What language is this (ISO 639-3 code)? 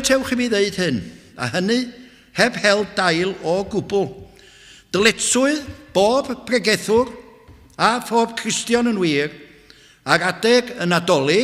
cym